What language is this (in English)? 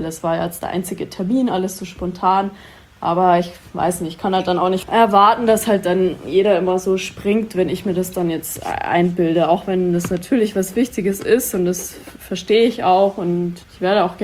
German